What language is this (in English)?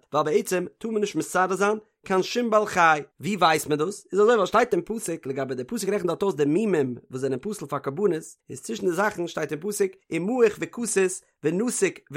Yiddish